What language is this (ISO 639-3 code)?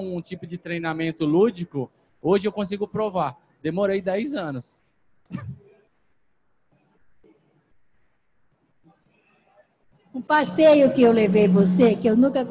por